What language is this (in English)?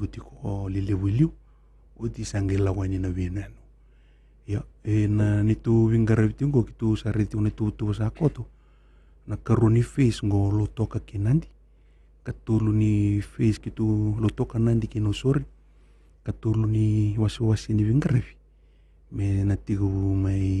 Fijian